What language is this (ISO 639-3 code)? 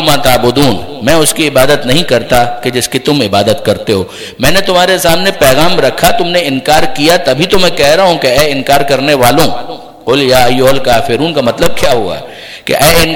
urd